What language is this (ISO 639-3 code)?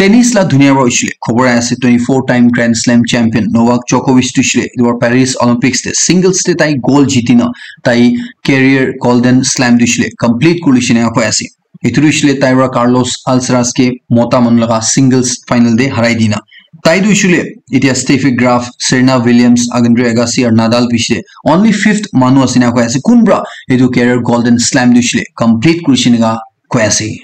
nag